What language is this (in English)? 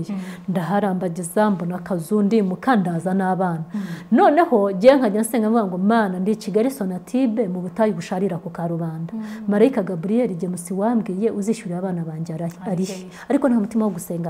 Kinyarwanda